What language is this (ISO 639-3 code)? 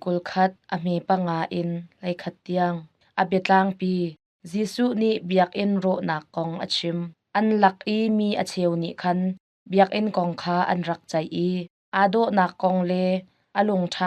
cnh